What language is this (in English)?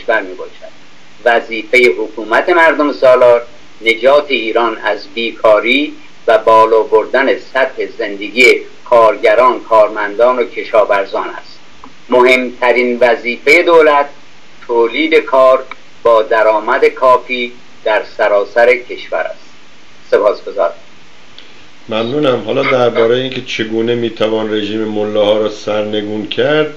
Persian